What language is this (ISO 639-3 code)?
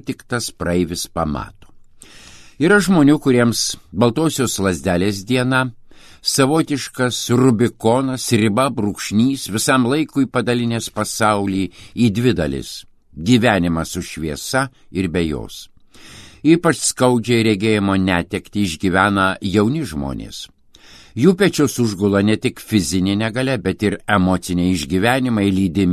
lit